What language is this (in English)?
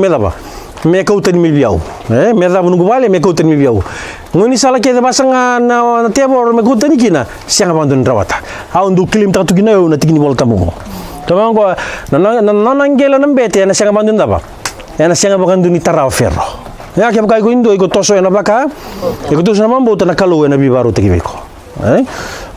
Fijian